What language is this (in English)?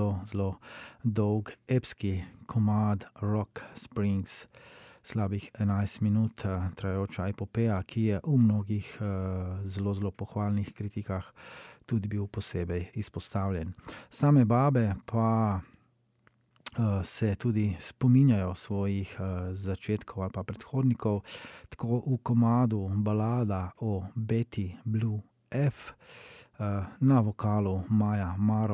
Slovenian